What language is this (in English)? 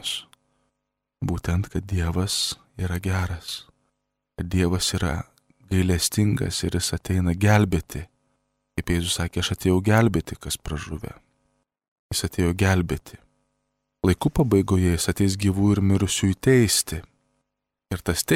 Lithuanian